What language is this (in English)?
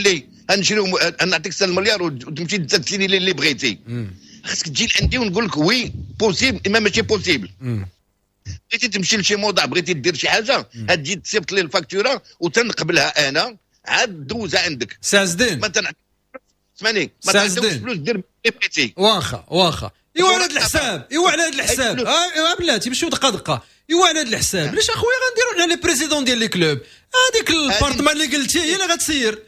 Moroccan Arabic